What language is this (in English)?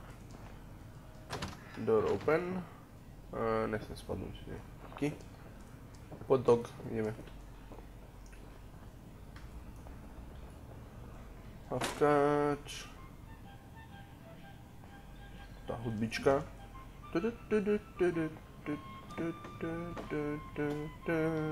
Slovak